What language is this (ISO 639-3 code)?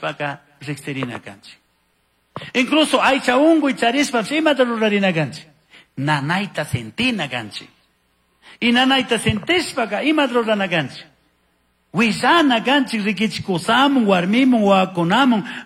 qug